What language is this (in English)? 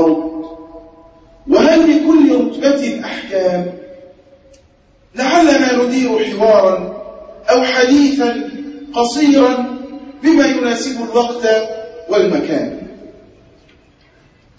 Arabic